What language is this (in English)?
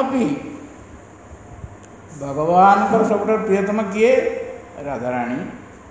Odia